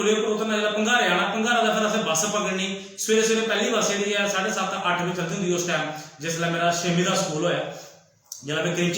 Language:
Dogri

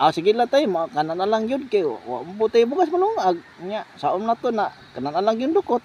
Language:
Cebuano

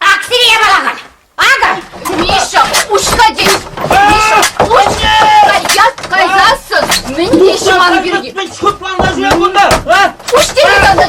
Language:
Chuvash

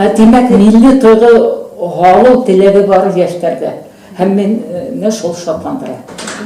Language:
Bashkir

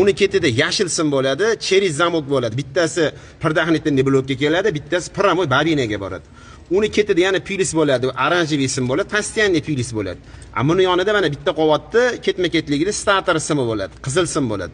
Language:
Uzbek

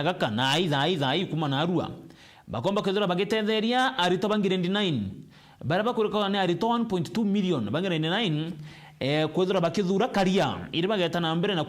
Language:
Meru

